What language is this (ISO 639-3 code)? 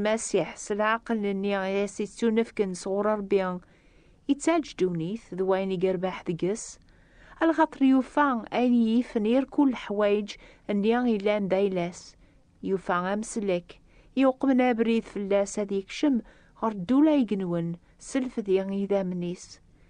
kab